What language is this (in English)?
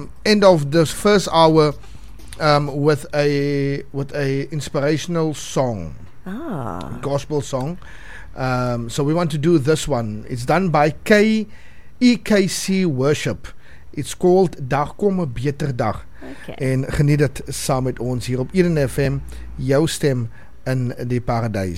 Afrikaans